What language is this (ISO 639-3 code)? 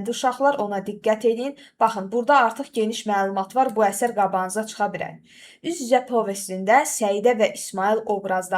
aze